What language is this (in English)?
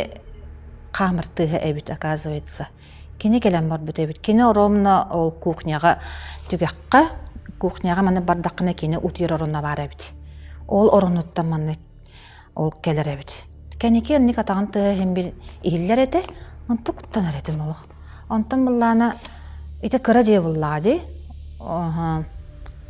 Yakut